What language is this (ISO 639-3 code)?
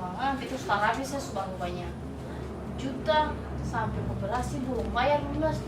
abs